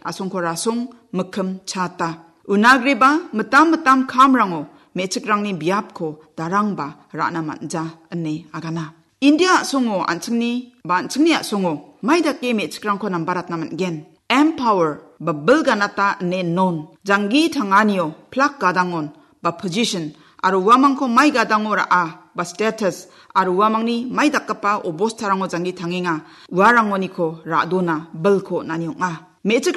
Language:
Garo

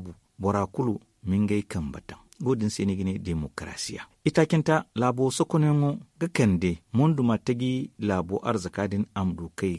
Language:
Zarma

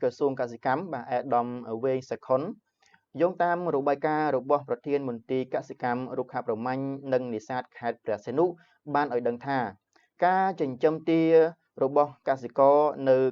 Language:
Khmer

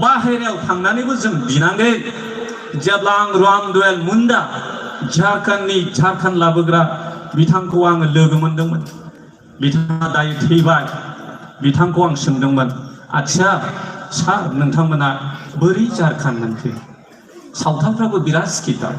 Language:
Bodo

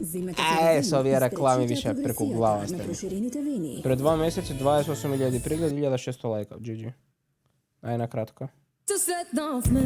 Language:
Macedonian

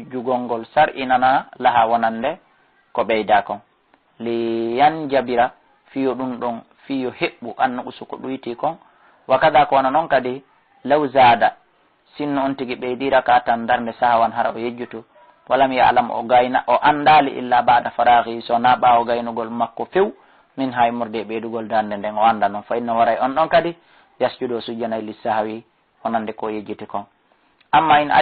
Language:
Fula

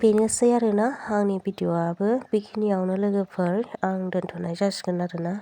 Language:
Bodo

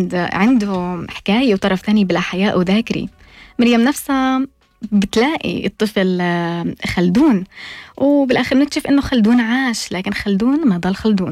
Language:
North Levantine Arabic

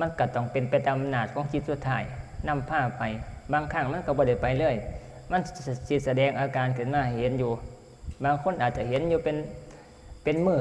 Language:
Northeastern Thai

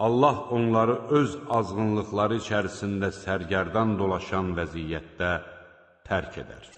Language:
Azerbaijani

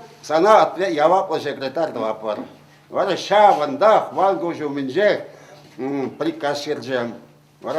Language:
Chuvash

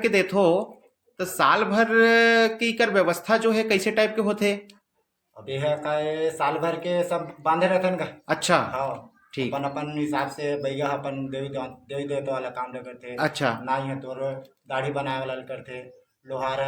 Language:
Chhattisgarhi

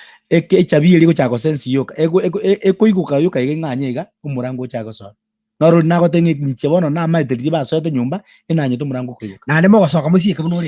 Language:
Gusii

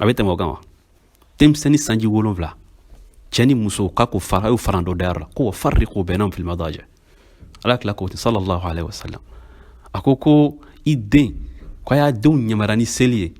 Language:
Bambara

